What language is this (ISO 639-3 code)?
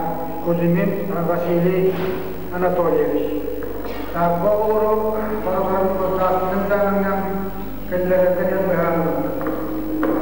sah